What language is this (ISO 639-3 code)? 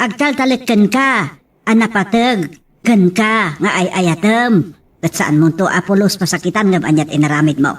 ilo